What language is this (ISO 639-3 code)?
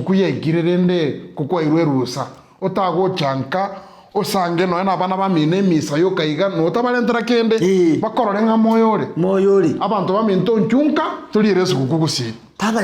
guz